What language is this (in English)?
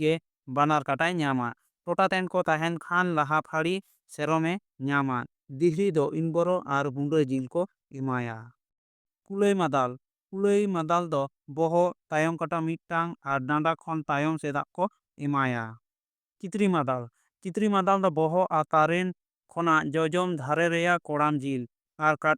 Santali